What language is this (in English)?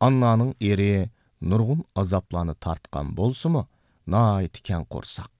Uyghur